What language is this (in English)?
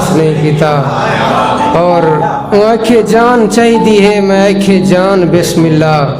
Saraiki